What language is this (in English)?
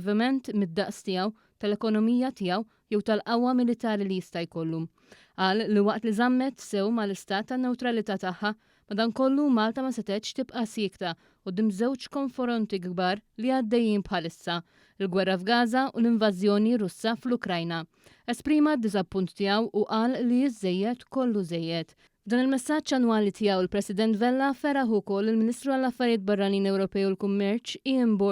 Maltese